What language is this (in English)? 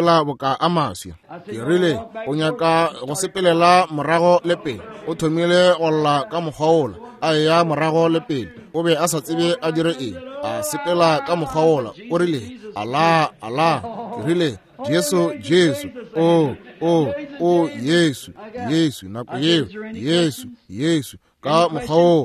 Northern Sotho